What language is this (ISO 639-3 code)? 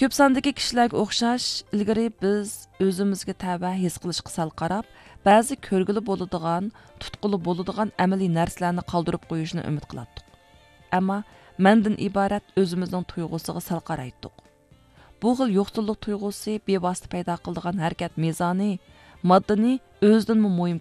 uig